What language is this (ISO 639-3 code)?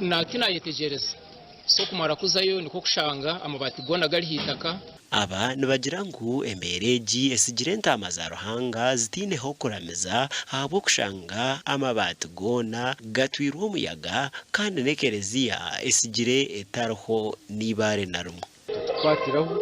nyn